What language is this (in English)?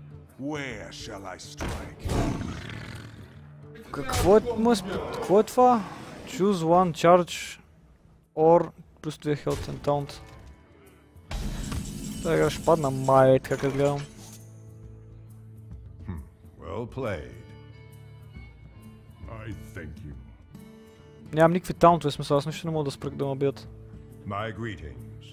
Bulgarian